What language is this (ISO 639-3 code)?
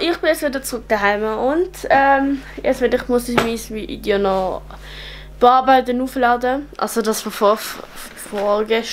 gsw